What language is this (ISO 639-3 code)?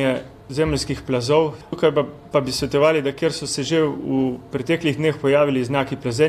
slv